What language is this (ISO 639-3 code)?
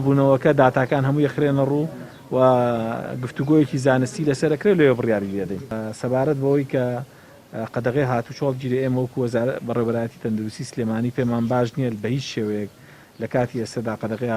ckb